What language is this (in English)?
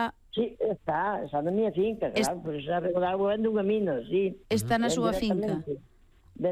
Galician